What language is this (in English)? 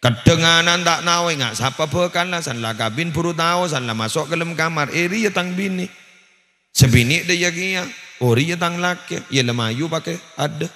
Madurese